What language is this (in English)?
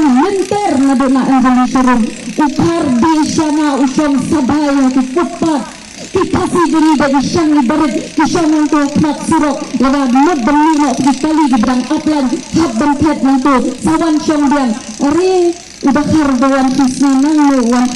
Khasi